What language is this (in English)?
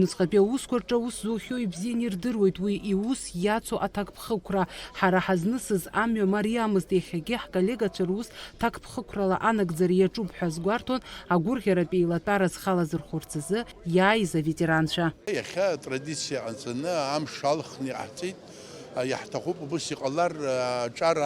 Abkhazian